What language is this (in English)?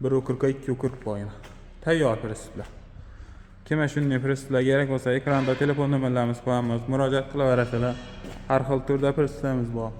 Uzbek